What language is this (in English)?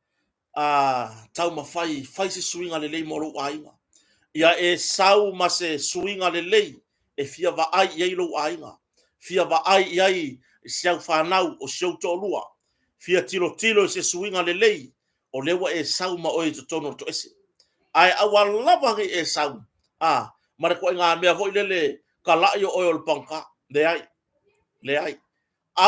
Samoan